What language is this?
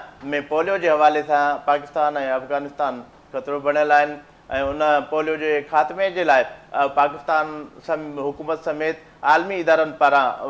Sindhi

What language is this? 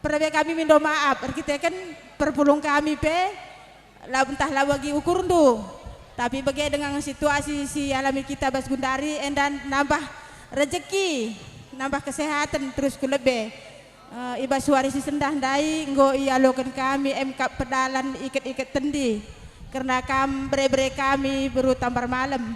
Batak Karo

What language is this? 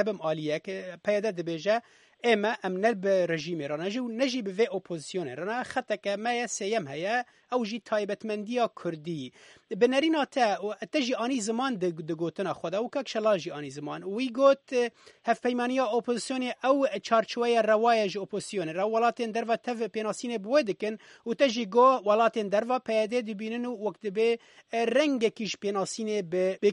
Kurdish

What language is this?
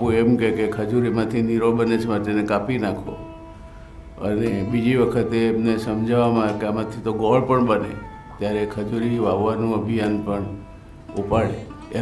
Gujarati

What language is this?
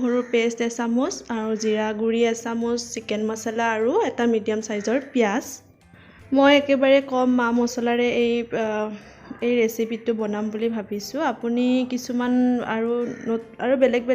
Assamese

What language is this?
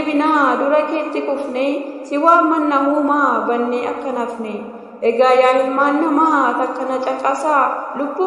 Oromo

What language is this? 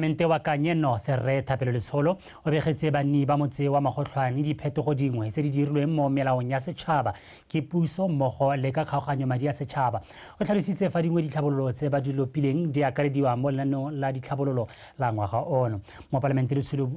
Tswana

